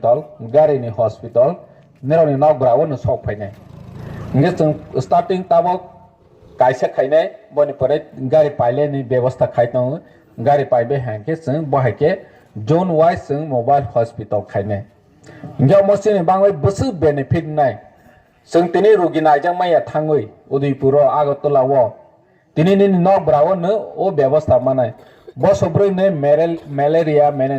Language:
Kok Borok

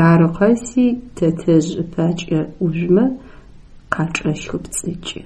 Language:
Adyghe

